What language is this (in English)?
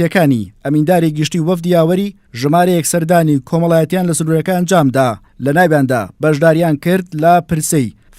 Central Kurdish